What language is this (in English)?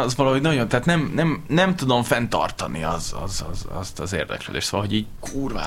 Hungarian